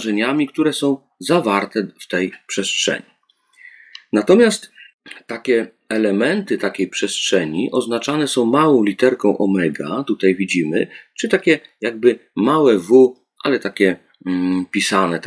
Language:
Polish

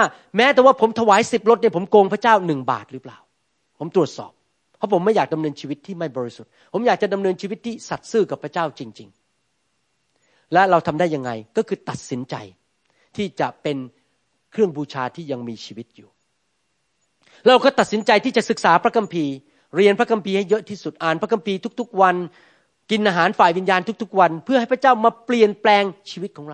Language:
Thai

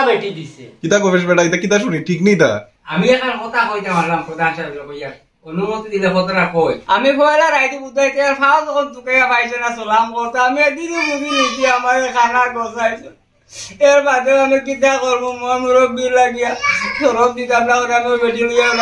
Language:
Sylheti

